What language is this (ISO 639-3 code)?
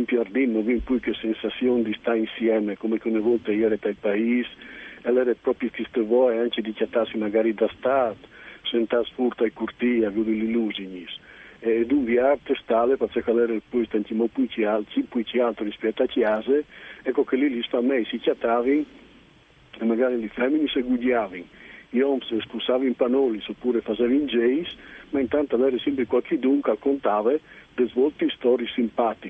fur